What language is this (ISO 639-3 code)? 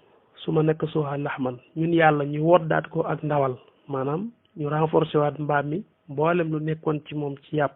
wol